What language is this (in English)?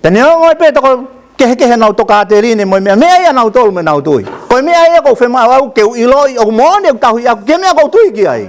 Tongan